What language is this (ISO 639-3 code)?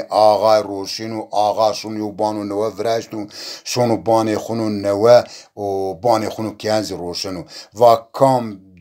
zza